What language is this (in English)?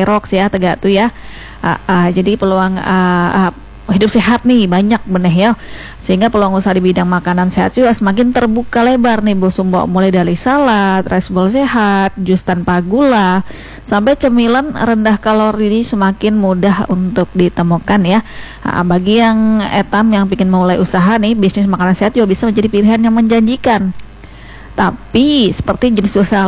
Indonesian